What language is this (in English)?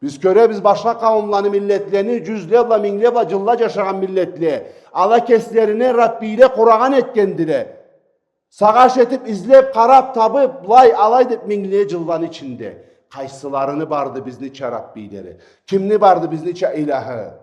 Karachay-Balkar